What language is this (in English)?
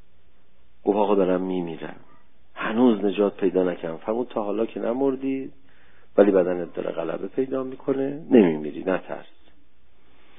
Persian